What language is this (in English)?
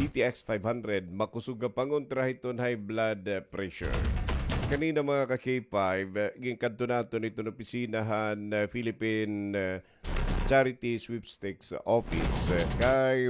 Waray